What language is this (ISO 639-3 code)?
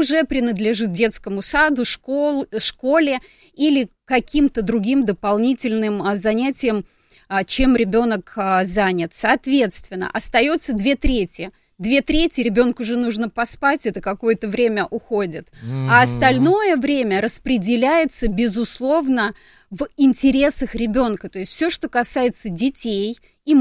rus